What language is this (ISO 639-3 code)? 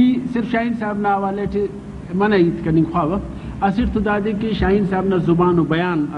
brh